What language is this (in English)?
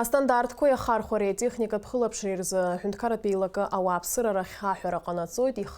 Abkhazian